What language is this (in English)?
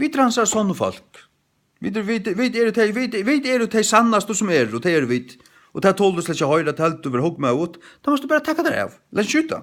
Faroese